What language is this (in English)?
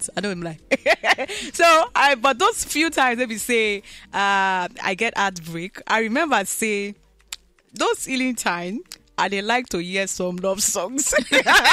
Nigerian Pidgin